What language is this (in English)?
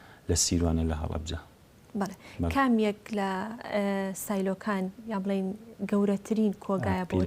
Central Kurdish